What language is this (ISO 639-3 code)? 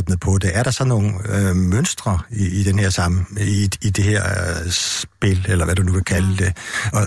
dan